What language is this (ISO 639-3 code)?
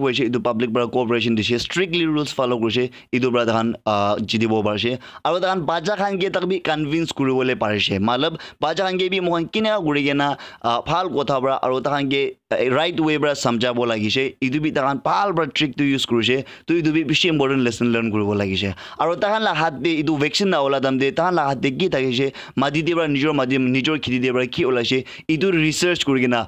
nag